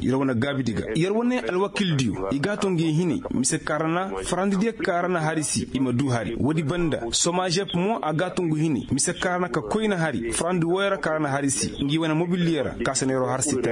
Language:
Koyraboro Senni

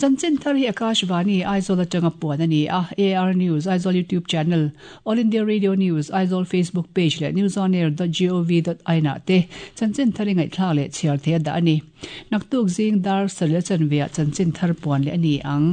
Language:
Mizo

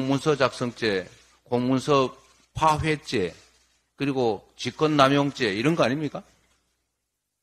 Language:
Korean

